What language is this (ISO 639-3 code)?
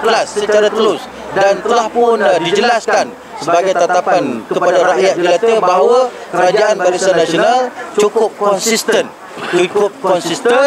msa